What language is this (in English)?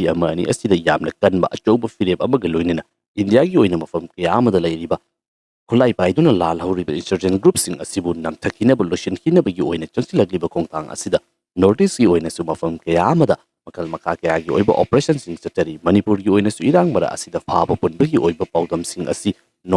Manipuri